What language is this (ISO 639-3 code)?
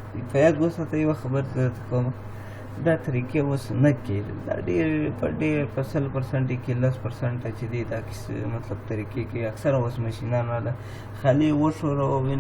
pus